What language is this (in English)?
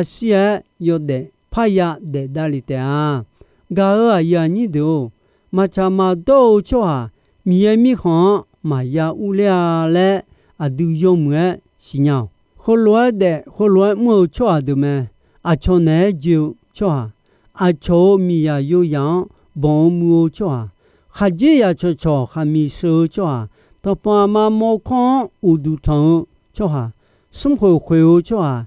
Akha